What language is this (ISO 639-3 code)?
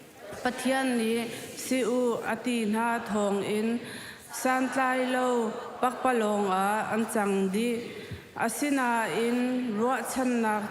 cnh